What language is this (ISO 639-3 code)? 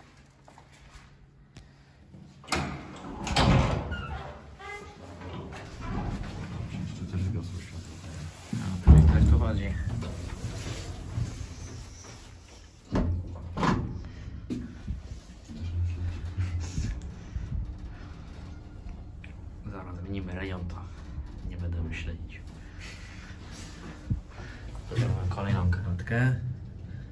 pol